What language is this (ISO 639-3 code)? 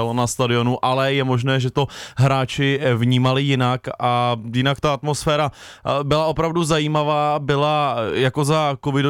ces